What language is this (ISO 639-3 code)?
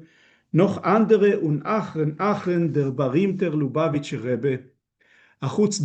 yid